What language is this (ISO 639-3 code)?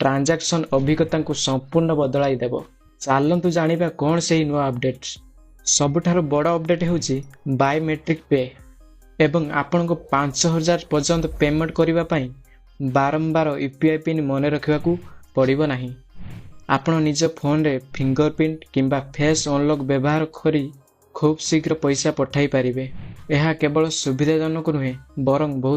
ori